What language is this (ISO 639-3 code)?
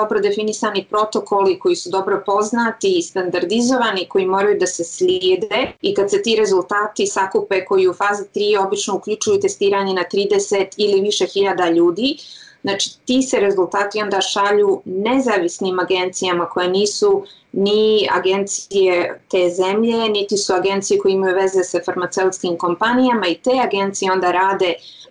srp